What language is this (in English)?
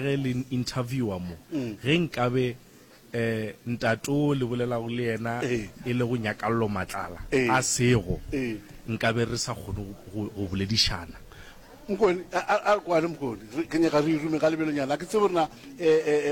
Northern Sotho